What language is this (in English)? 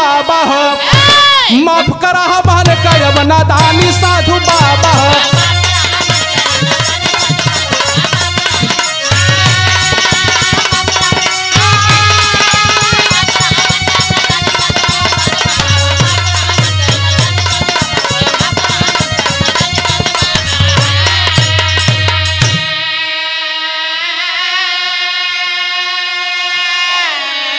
Bhojpuri